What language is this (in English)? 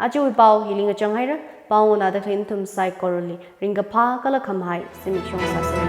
Tangkhul Naga (India)